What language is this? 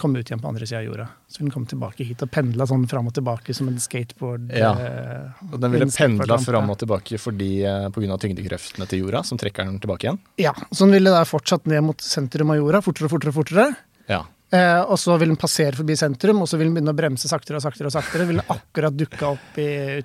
Norwegian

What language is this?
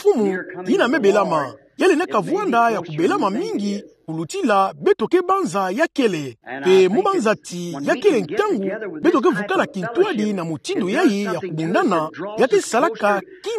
Kituba (Democratic Republic of Congo)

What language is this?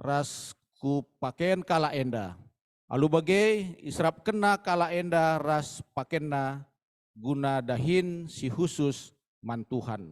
Batak Karo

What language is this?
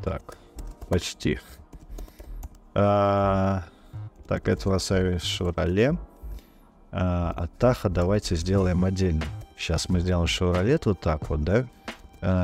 Russian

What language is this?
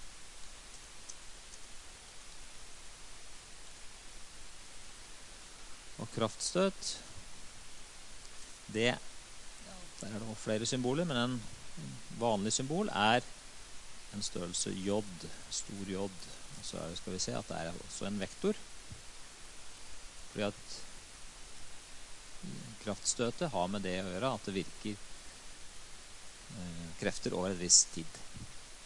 Norwegian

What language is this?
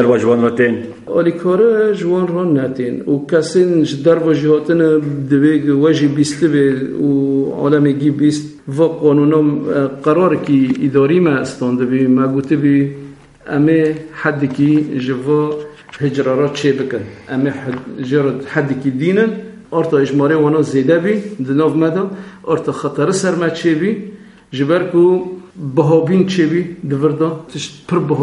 Kurdish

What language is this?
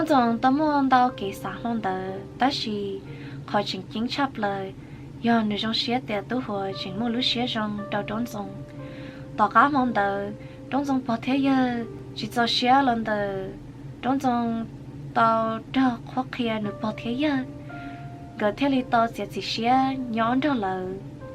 Hmong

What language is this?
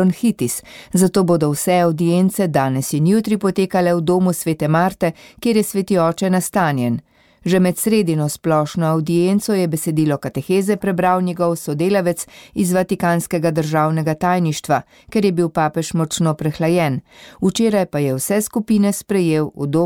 Slovenian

